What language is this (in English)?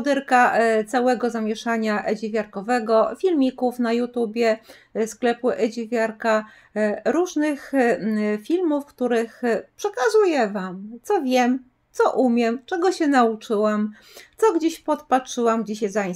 Polish